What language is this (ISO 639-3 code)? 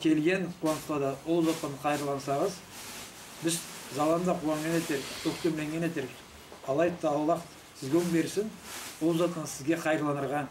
krc